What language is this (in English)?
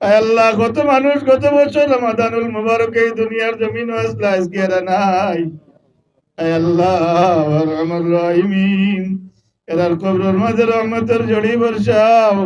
Sylheti